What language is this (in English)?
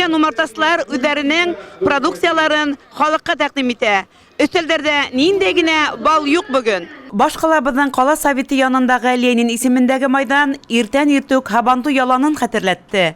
Bashkir